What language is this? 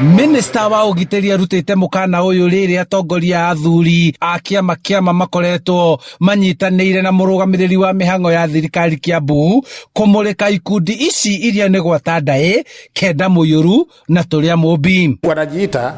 Kikuyu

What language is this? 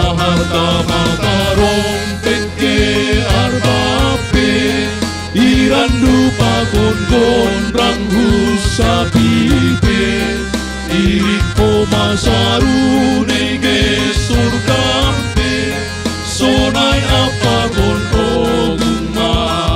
Batak Simalungun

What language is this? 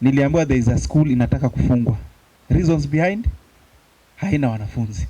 Meru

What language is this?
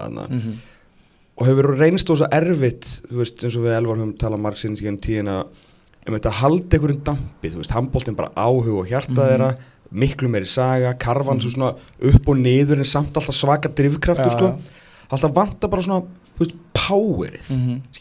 Icelandic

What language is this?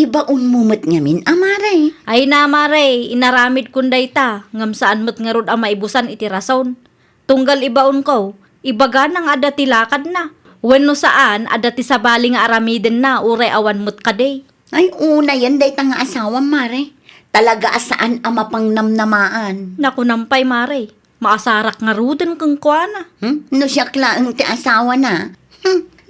Iloko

